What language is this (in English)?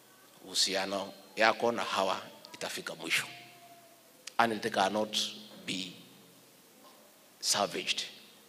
Swahili